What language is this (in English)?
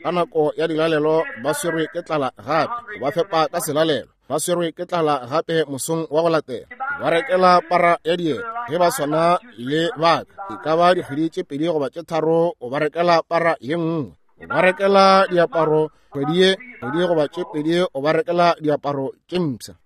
Northern Sotho